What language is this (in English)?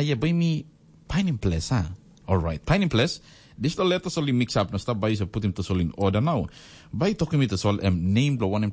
Tok Pisin